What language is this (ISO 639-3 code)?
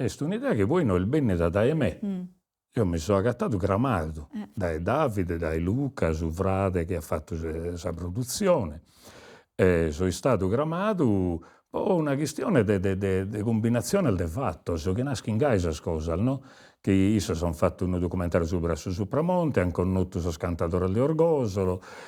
srd